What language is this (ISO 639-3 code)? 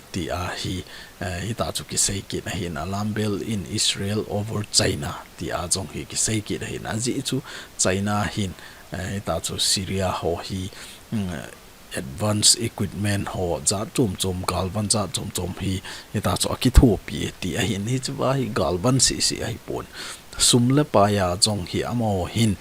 tcz